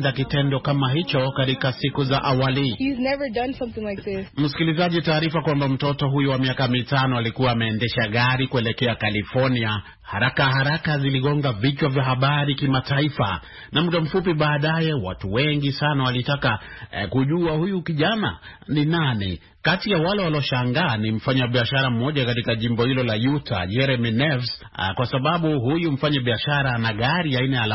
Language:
Swahili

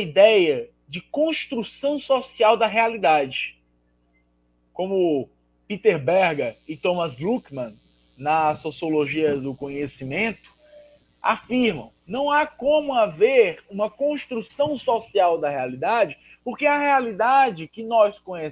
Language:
Portuguese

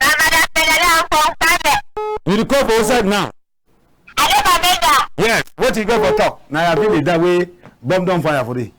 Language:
Cameroon Pidgin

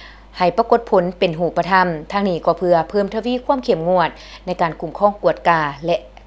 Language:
Lao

